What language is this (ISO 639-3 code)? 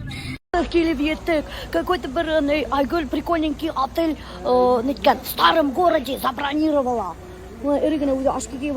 bak